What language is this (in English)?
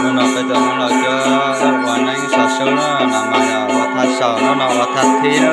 Hmong